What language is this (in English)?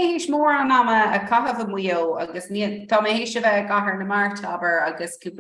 Irish